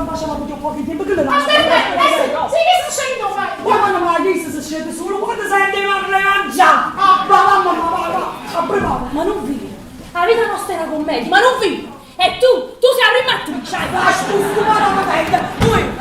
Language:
Neapolitan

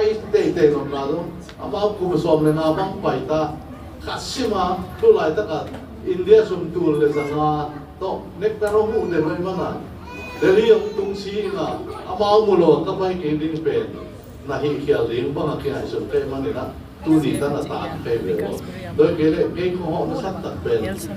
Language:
Tedim Chin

